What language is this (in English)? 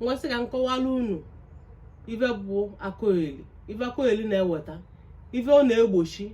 Igbo